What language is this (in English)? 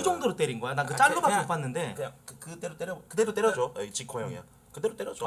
Korean